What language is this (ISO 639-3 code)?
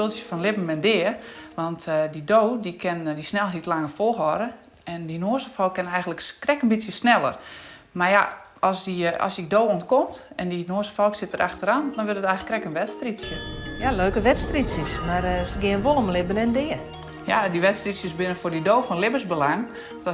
fry